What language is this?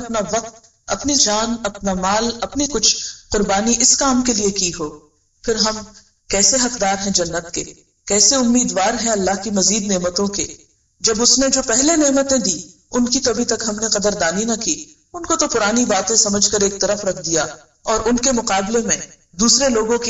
Urdu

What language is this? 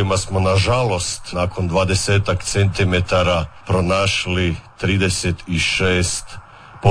Croatian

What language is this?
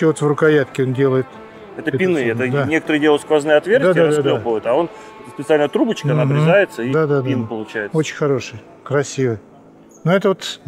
Russian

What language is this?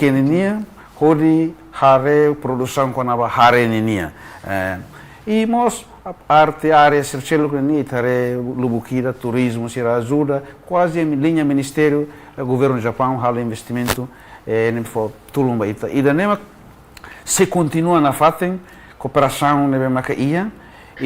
Tetum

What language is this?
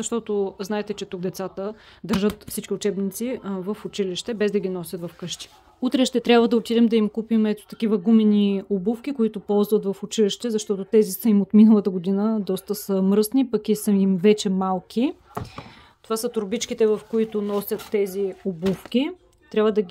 Bulgarian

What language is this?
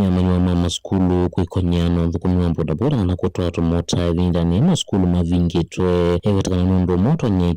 Kamba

